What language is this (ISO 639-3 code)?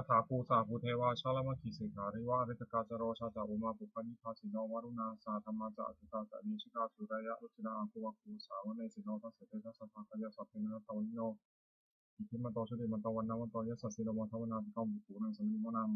pli